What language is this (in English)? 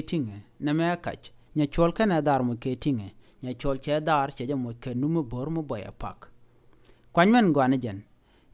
Nuer